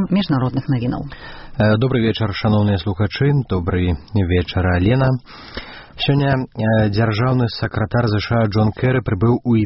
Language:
Belarusian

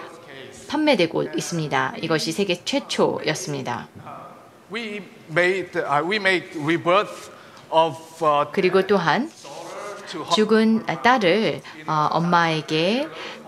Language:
Korean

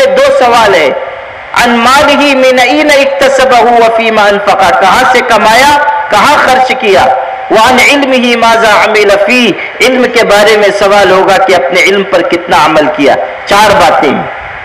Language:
Urdu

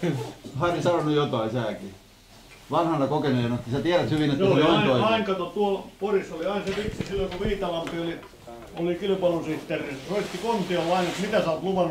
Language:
Finnish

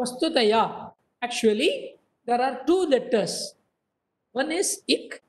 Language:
Sanskrit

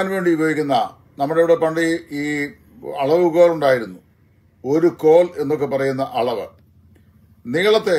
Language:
Malayalam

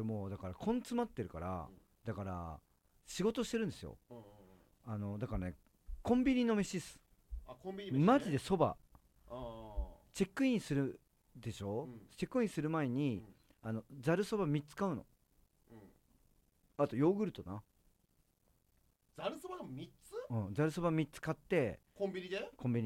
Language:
Japanese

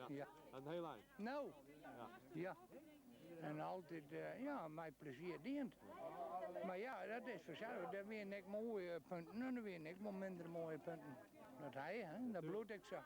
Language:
Western Frisian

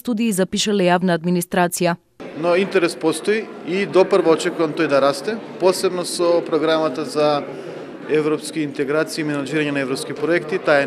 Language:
Macedonian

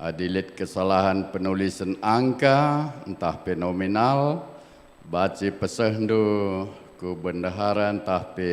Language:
Batak Karo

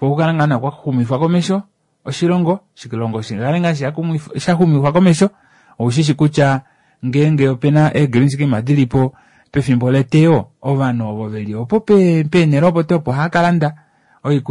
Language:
Kuanyama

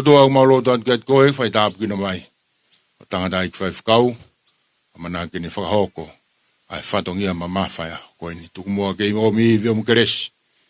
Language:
Tongan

